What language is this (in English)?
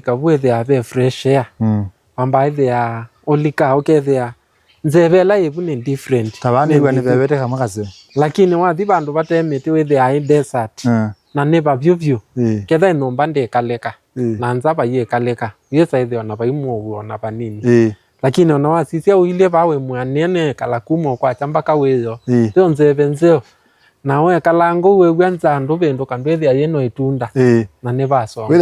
Kamba